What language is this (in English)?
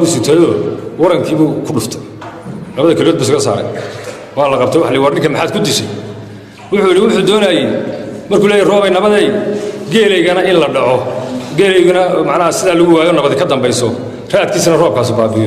Somali